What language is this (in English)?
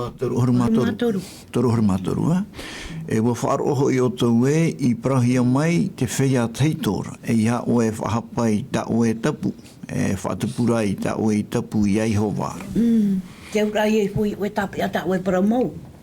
Tahitian